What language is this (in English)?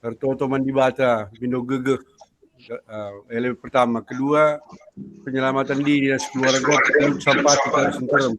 Batak Karo